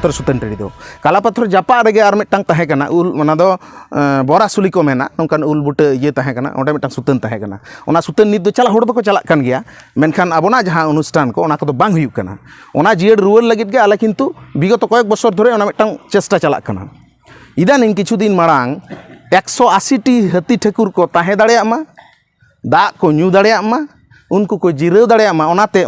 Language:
Santali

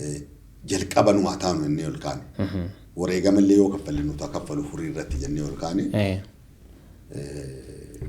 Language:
Oromo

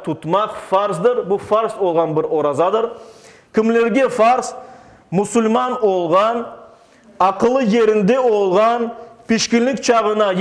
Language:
Crimean Tatar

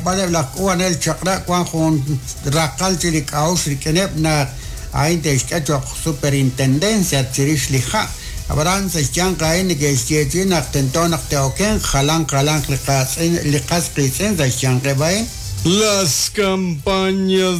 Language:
Kekchí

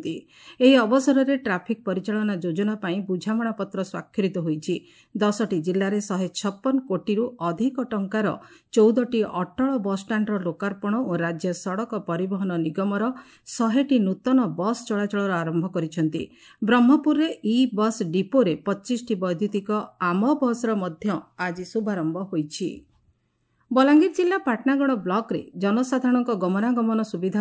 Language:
Odia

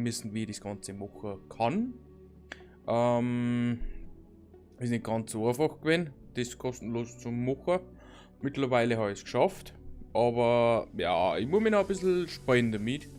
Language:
Bavarian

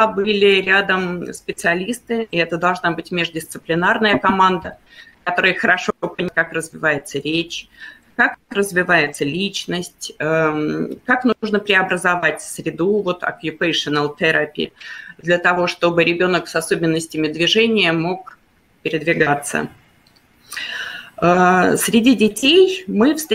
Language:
Russian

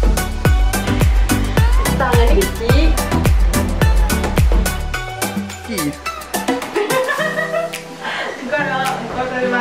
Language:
Malay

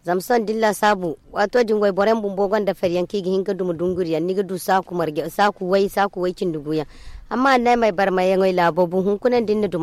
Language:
Zarma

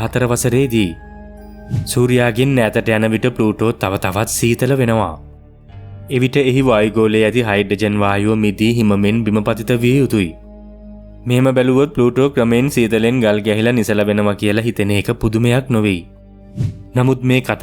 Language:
Sinhala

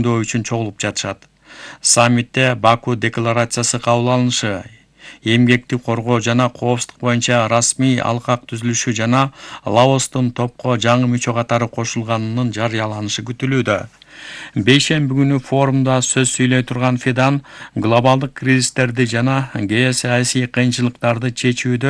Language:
Kyrgyz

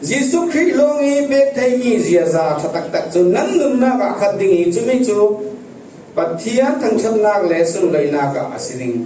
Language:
Falam Chin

